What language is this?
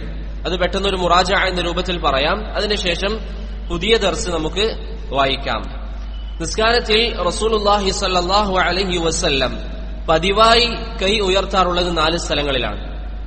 Malayalam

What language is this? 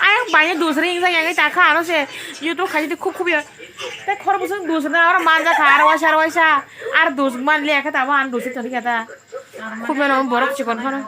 Kok Borok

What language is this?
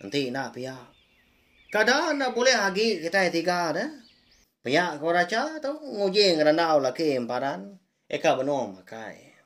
Iban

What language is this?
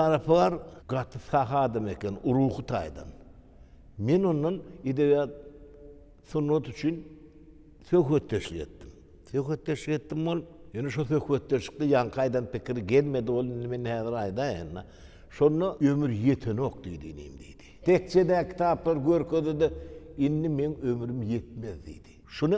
Turkmen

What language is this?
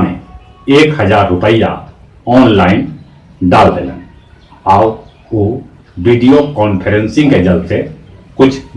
Magahi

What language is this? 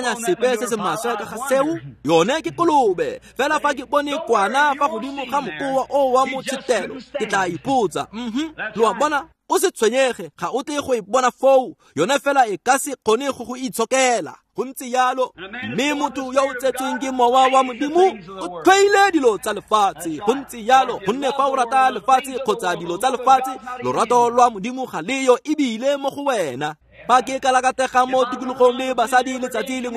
Tswana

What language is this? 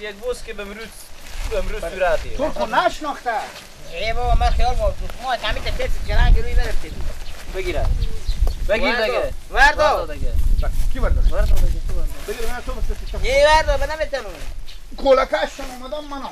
Persian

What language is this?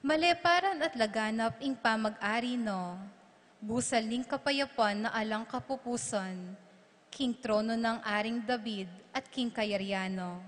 Pampanga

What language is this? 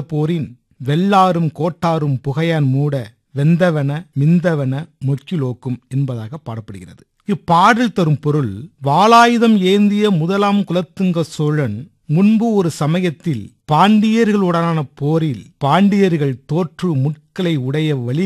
Tamil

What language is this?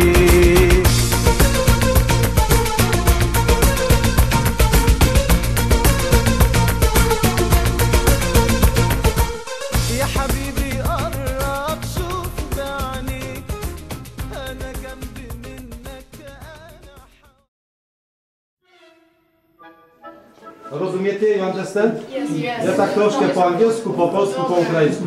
Polish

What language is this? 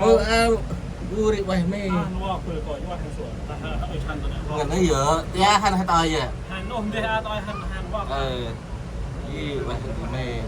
Central Mnong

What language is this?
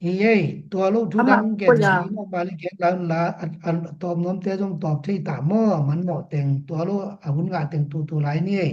Tedim Chin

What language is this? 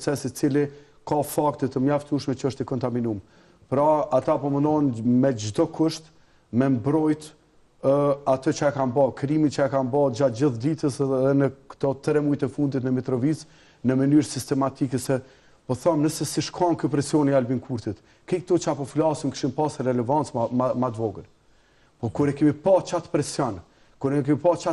Albanian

